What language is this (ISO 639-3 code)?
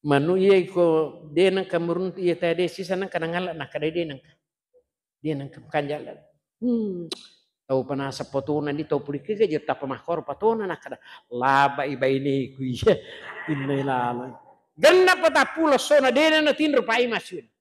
bug